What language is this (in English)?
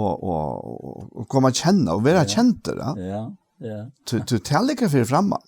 Faroese